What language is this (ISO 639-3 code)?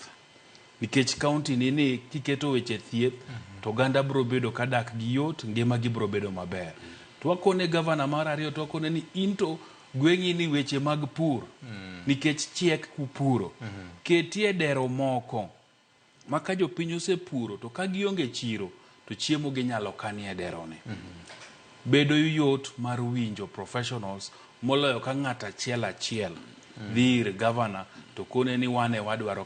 luo